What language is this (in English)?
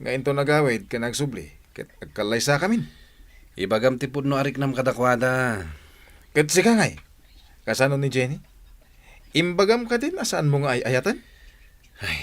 Iloko